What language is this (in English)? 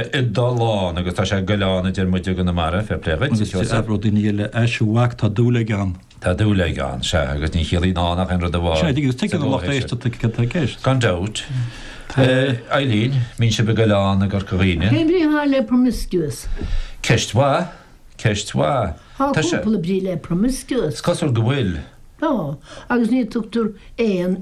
Irish